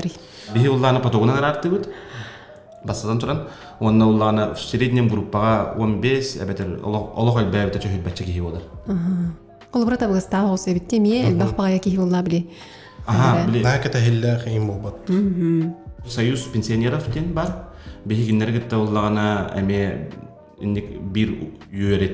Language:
Yakut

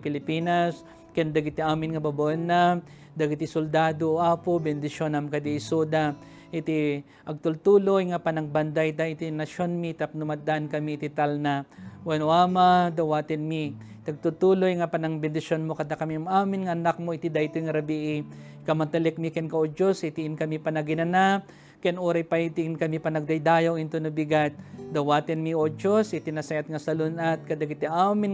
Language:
Iloko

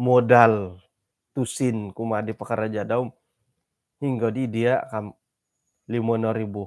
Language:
Central Dusun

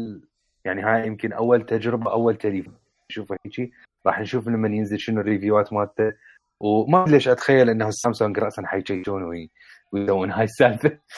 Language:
Mesopotamian Arabic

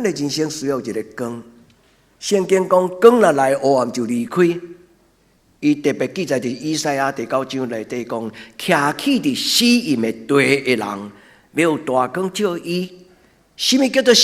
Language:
Min Nan Chinese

